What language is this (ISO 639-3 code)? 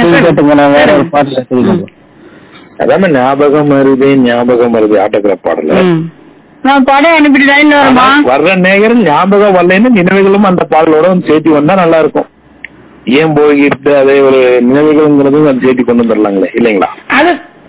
tam